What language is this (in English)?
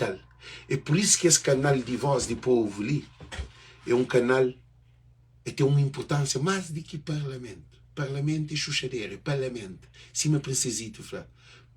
Kabuverdianu